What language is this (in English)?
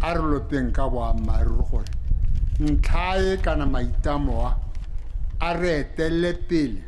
Tswana